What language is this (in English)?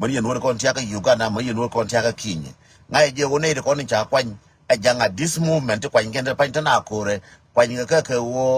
Nuer